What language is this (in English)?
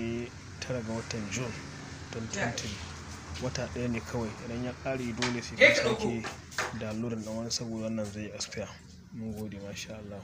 Hausa